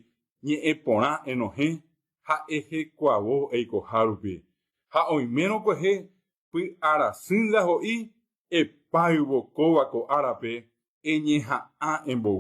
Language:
Guarani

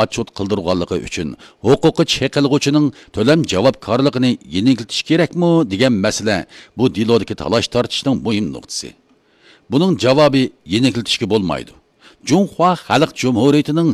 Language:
Uyghur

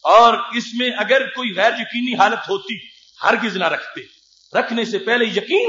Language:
Urdu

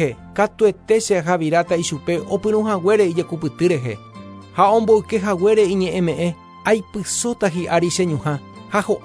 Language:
Guarani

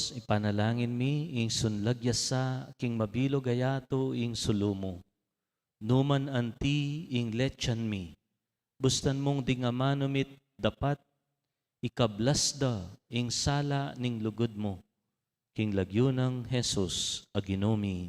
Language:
Pampanga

